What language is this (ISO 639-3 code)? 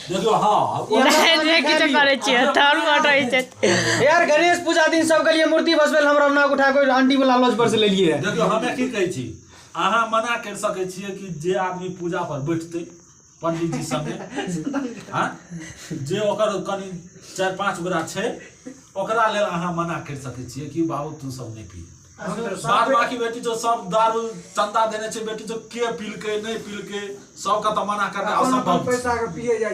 mai